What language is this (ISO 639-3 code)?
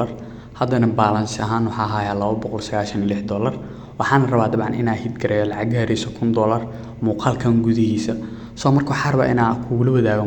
som